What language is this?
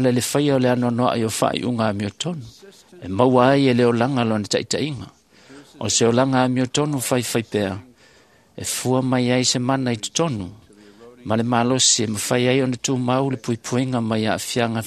Samoan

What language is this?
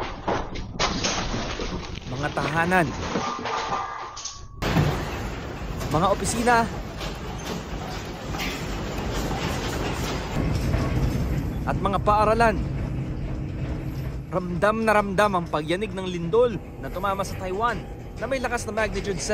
Filipino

